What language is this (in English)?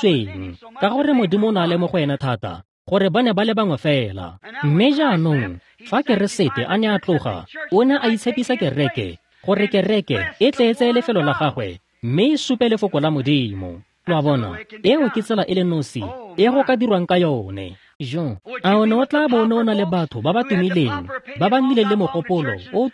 Tswana